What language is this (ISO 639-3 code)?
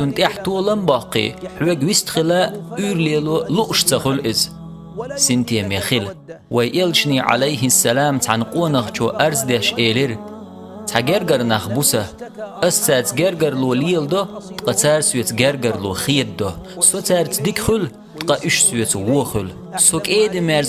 che